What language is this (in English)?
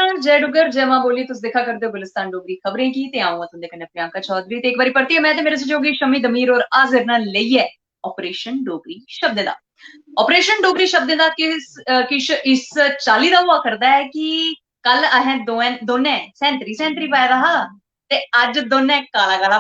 Dogri